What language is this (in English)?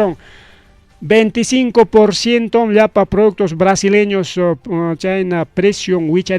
Ayacucho Quechua